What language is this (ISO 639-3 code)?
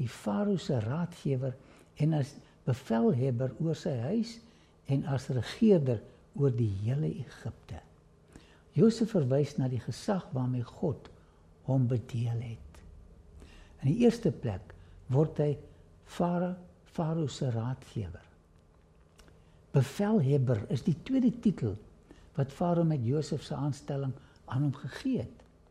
afr